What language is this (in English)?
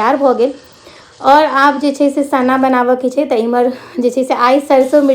Maithili